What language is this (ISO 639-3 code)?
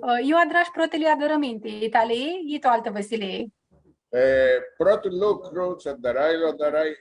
rup